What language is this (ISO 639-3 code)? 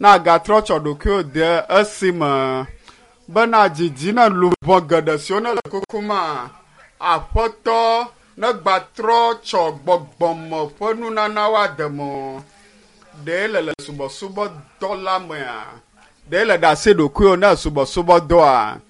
ewe